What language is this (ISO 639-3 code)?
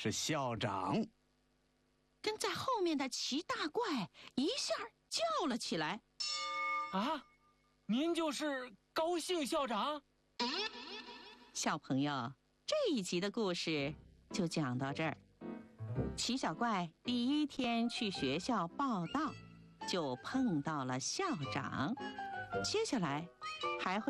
zho